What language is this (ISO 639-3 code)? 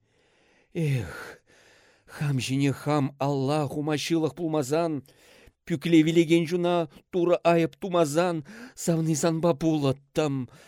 chv